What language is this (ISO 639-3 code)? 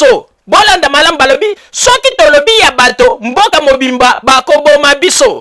lin